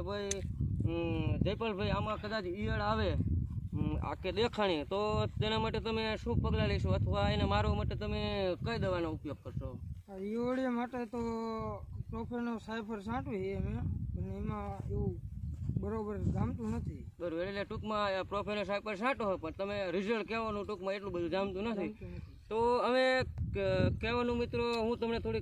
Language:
Gujarati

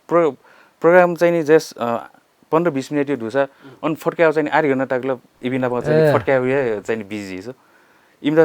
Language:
Newari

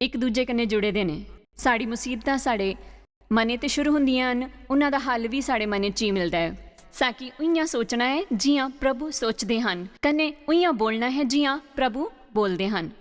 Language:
Dogri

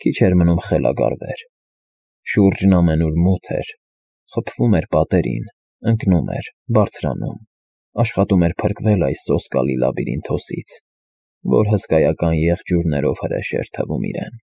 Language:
Armenian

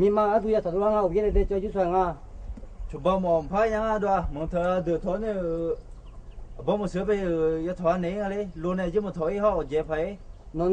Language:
Akha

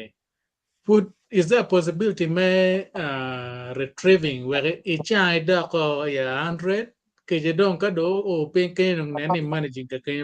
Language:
Acoli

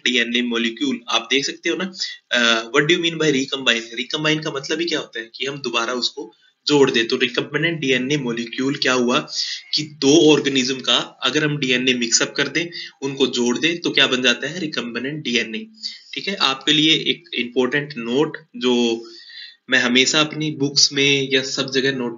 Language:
Hindi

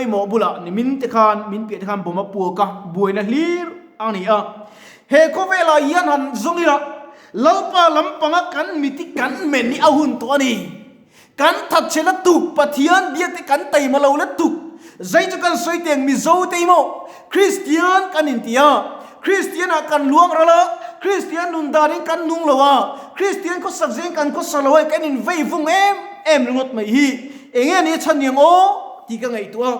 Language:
Mizo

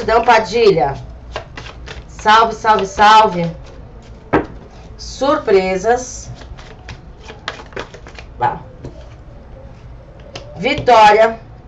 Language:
Portuguese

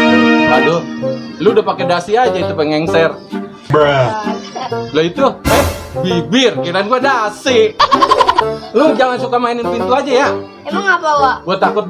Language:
Betawi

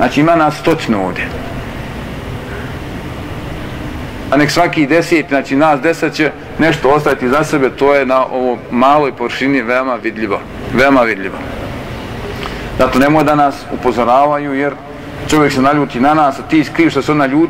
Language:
Bosnian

